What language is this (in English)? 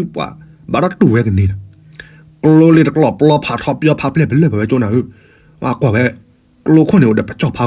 S'gaw Karen